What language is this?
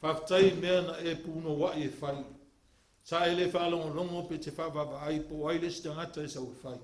Samoan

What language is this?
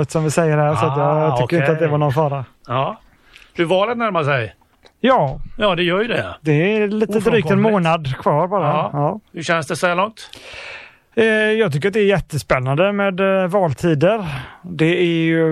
Swedish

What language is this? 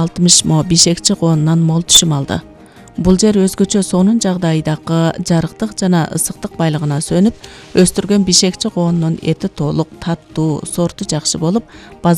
Kyrgyz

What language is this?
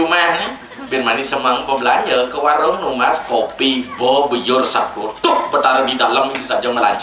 Balinese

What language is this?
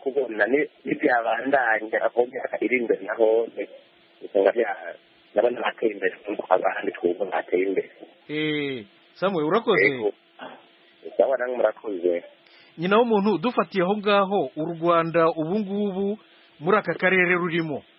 Kinyarwanda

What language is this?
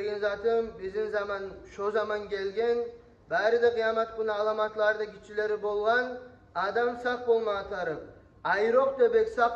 Kumyk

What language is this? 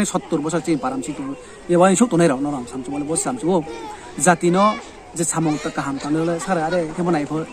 Riang (India)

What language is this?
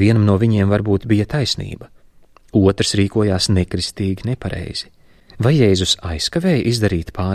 Latvian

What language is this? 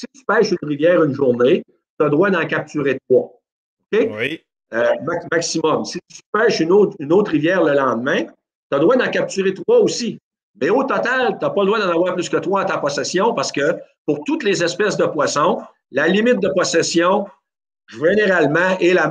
French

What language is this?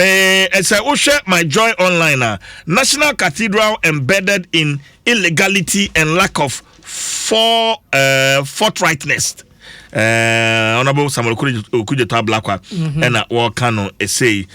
Akan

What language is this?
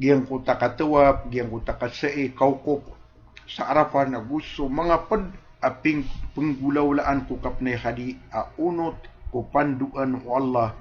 Maranao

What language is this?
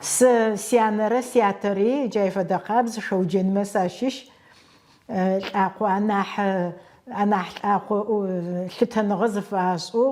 Adyghe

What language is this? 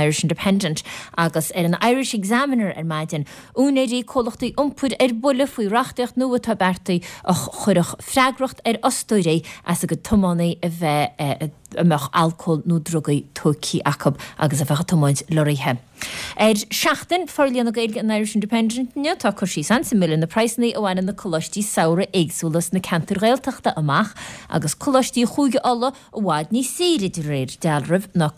Irish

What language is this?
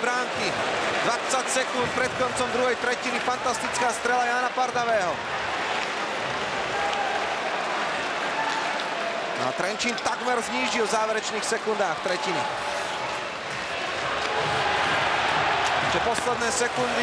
Slovak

